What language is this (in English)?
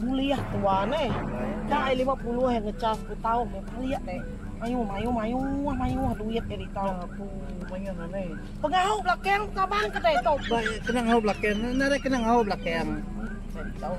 Iban